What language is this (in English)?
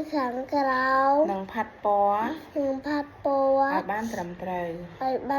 Khmer